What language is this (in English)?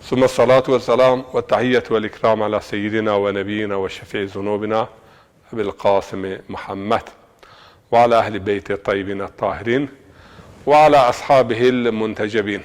Zaza